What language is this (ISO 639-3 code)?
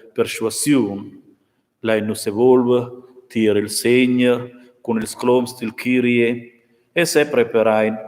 roh